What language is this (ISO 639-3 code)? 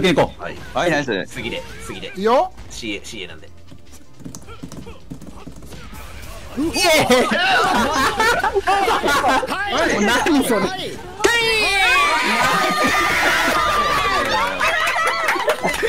jpn